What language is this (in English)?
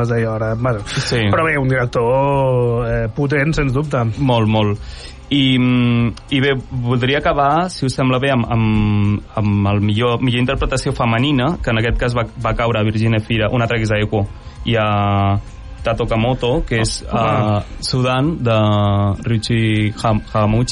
Catalan